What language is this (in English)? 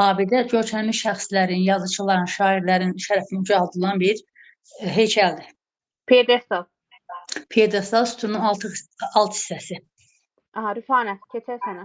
Azerbaijani